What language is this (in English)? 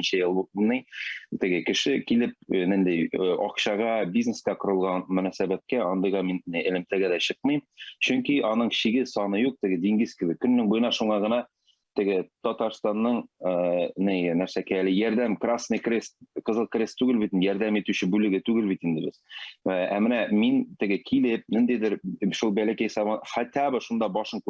Tatar